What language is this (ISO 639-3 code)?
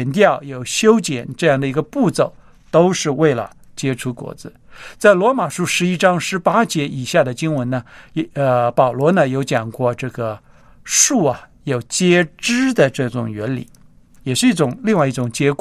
zho